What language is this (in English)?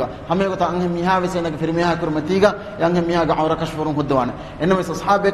Divehi